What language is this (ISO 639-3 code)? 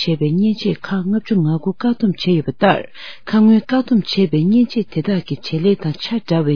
bod